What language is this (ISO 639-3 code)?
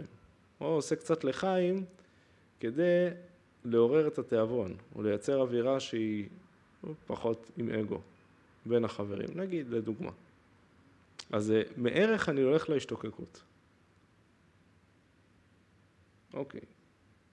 heb